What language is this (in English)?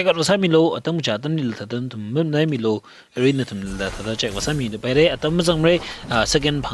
Tangkhul Naga (India)